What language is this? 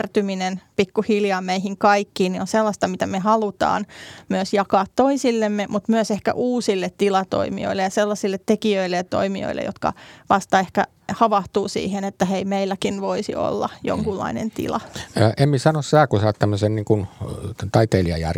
Finnish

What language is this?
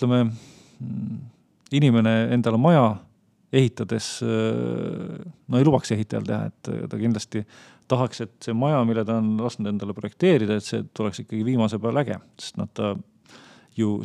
Estonian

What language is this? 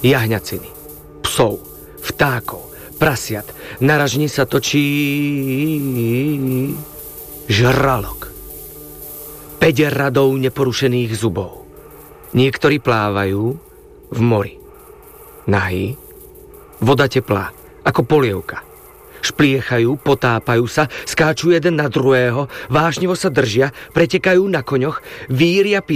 Slovak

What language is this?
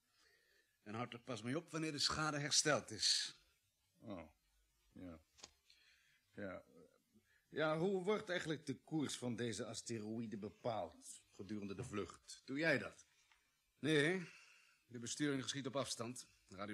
Dutch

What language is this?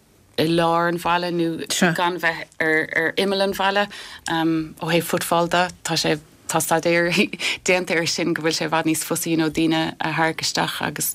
Irish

